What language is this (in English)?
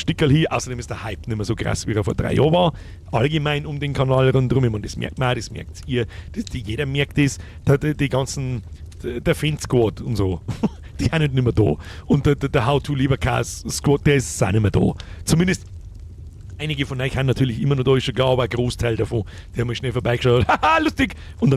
Bavarian